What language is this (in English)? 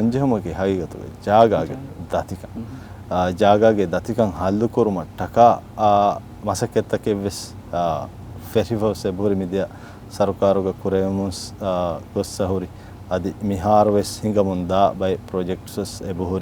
Divehi